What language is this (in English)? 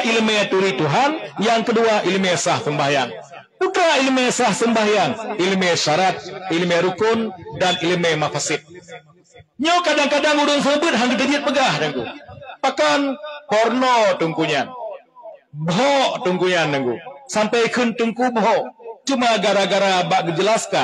Achinese